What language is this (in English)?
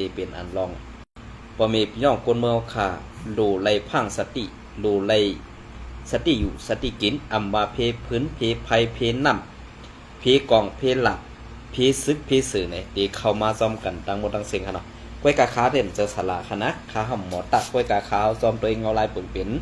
Shan